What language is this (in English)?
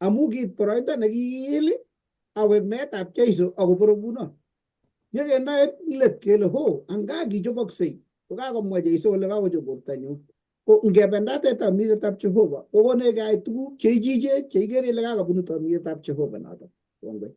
Kalenjin